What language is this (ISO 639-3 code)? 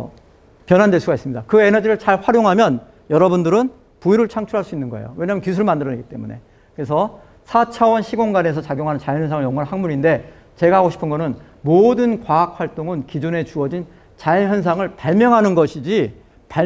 kor